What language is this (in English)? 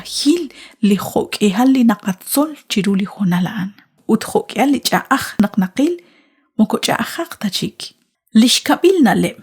Kekchí